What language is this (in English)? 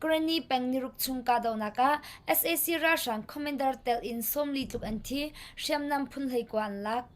Hakha Chin